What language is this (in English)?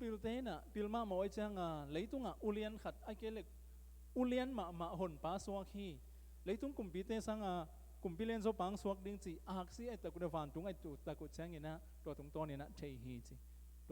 Tedim Chin